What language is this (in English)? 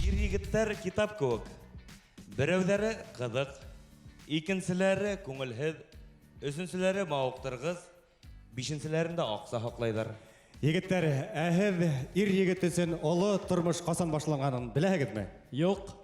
Bashkir